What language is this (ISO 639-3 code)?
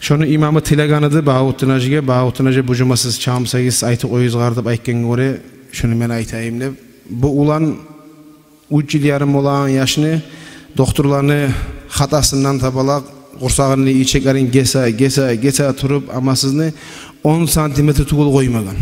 kum